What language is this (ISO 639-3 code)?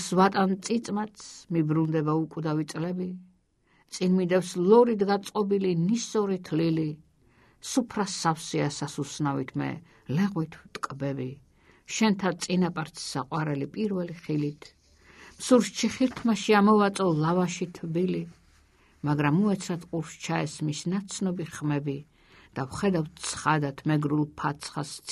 kat